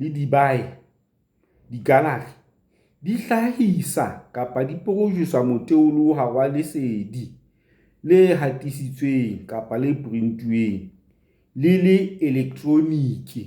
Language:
Southern Sotho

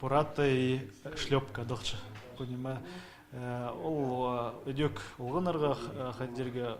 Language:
Khakas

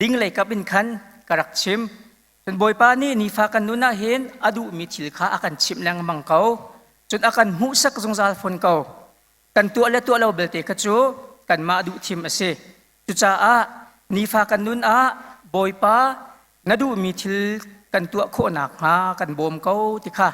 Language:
Hakha Chin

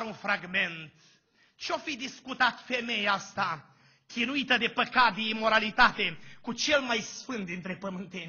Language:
Romanian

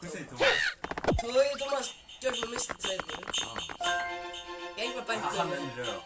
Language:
Faroese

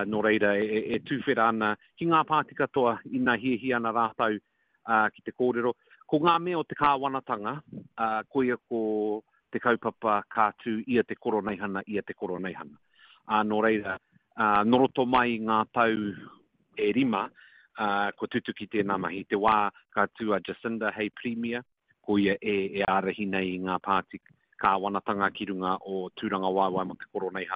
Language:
Māori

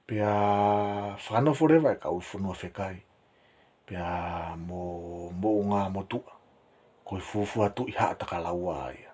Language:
Tongan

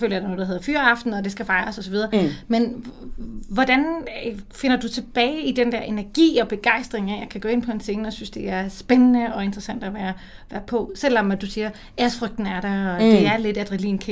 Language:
Danish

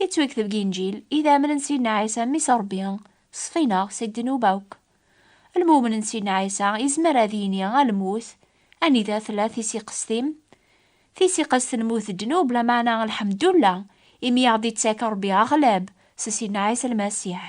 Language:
Kabyle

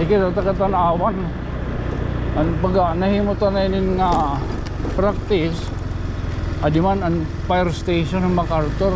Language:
Waray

